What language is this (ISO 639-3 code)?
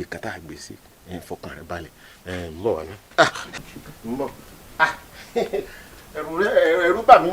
yor